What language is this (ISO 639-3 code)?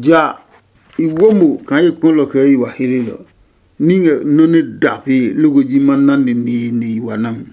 ada